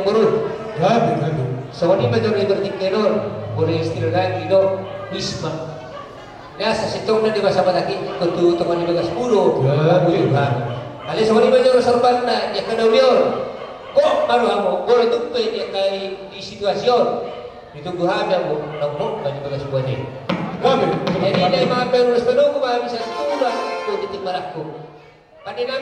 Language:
Batak Toba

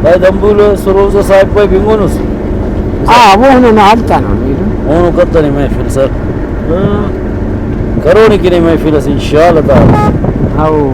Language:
Brahui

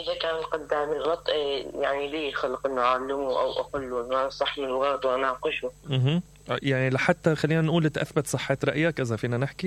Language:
Mesopotamian Arabic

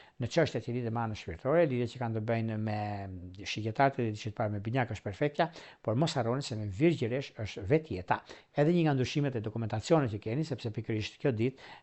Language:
Albanian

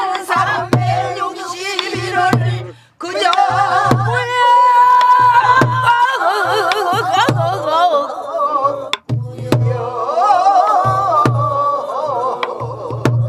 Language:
Korean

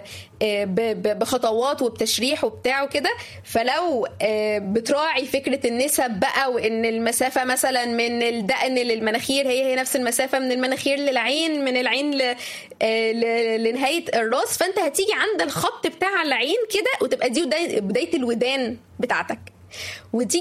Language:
Egyptian Arabic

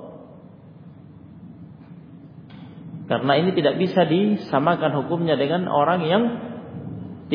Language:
Indonesian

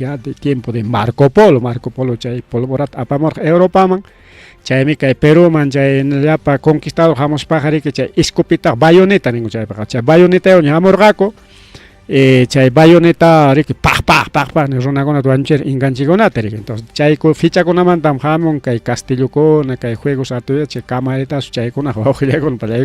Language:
Ayacucho Quechua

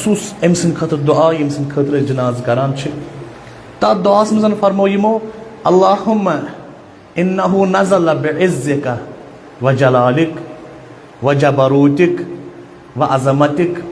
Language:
Kashmiri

